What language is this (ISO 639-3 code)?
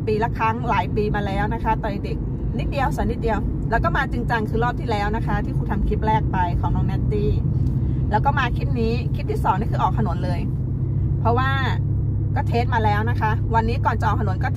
tha